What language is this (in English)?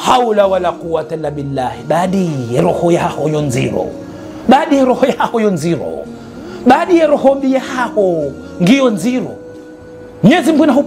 Ngazidja Comorian